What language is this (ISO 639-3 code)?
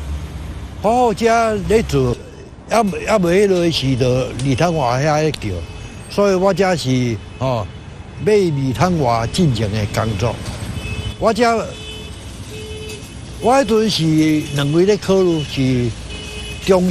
nan